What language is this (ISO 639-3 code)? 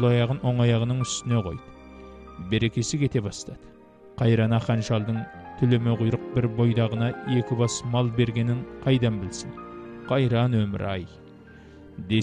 kaz